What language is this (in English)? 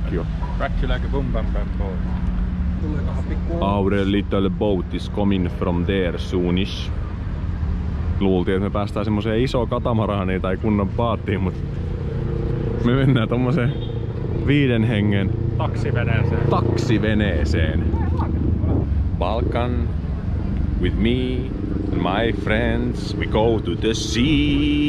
Finnish